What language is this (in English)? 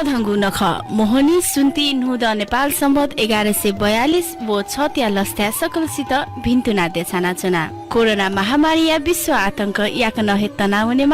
Newari